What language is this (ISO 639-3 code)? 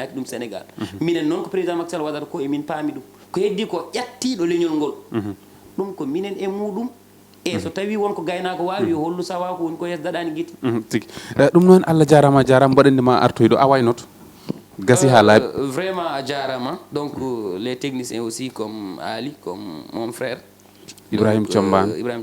ful